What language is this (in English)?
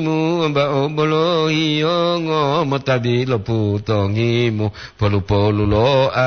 Gorontalo